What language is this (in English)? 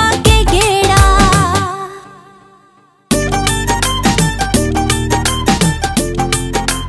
Punjabi